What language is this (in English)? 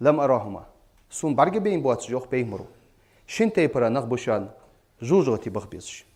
Ingush